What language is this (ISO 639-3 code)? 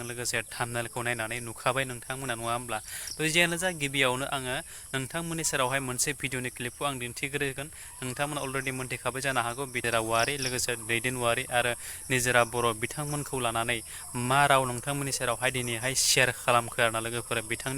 brx